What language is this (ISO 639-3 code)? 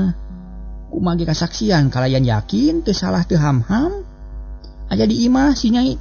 sun